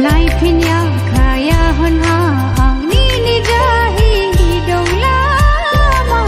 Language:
Dimasa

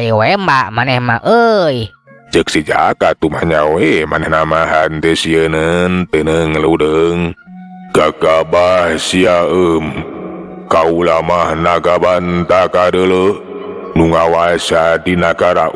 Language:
Sundanese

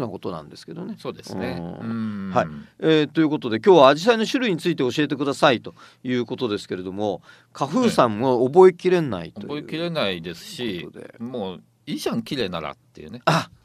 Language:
Japanese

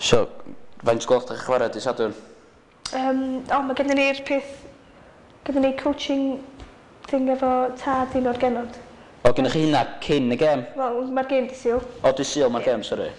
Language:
Welsh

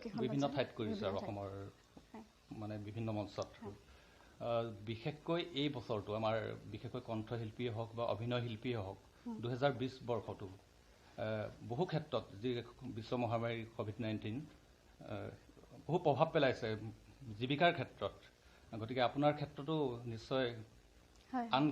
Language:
Assamese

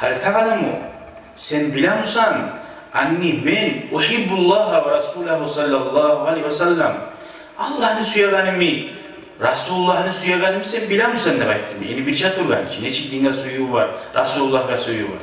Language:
Kumyk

